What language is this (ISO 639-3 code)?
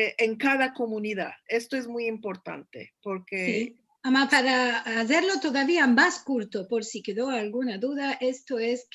lad